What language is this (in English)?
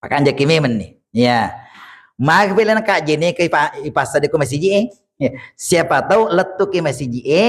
Buginese